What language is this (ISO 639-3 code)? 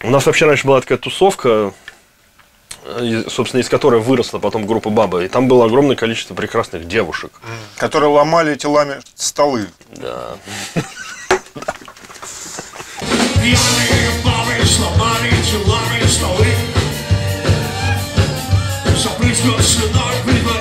rus